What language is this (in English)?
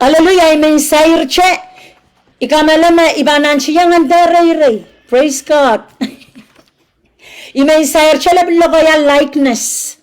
Pohnpeian